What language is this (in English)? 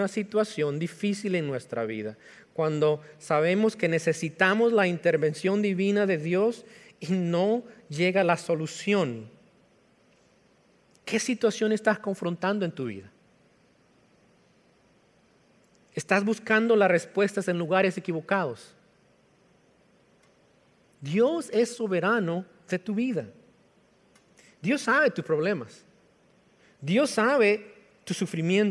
Spanish